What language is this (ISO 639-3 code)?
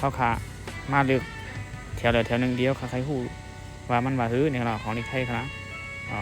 shn